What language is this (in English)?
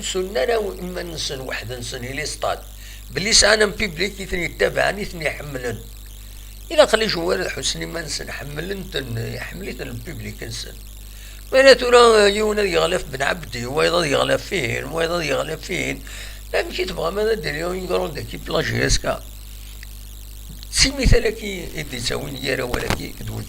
Kabyle